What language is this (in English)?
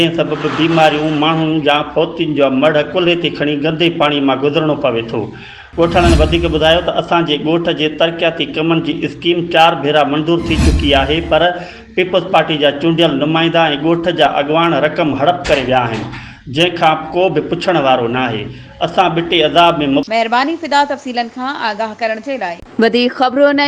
Sindhi